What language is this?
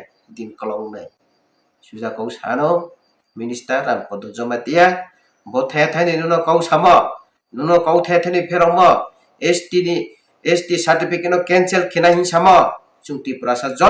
Riang (India)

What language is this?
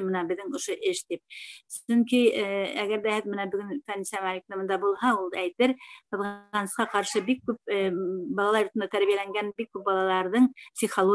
Bashkir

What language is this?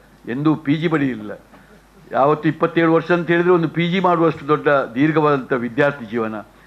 Kannada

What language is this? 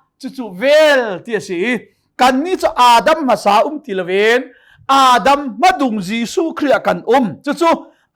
Hakha Chin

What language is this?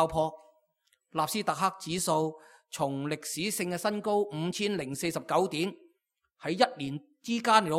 Cantonese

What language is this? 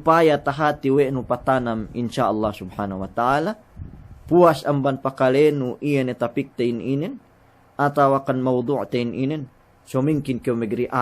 Yakan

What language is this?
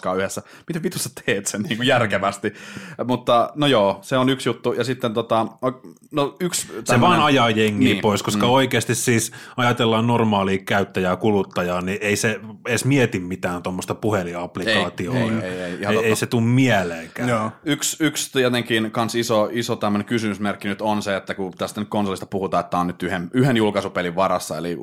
Finnish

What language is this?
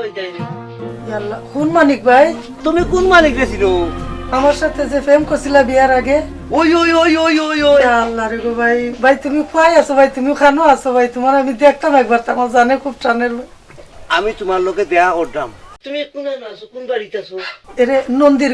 Sylheti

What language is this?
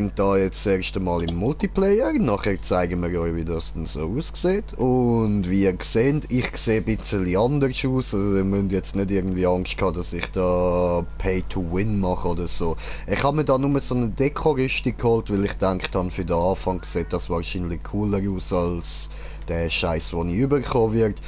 Swiss German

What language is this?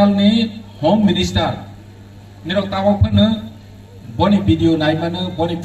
Kok Borok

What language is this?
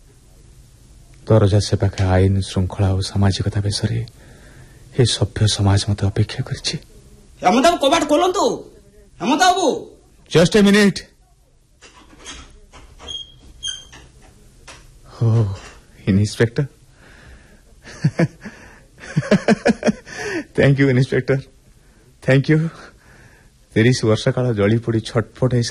Odia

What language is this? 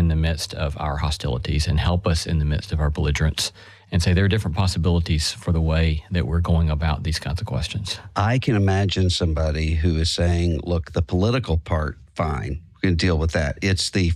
English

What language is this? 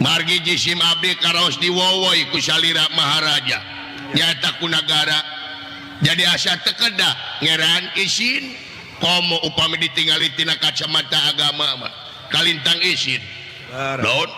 Sundanese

